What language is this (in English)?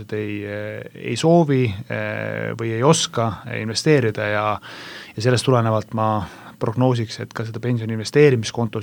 Estonian